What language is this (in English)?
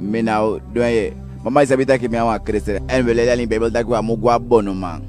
Eastern Maroon Creole